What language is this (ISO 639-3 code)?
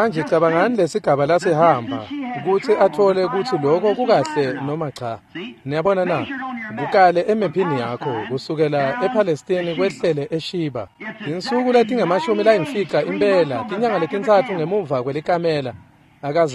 ssw